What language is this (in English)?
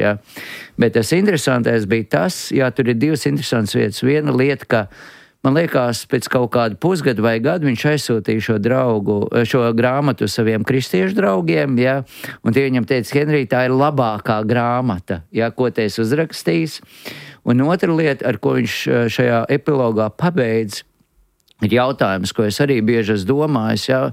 Latvian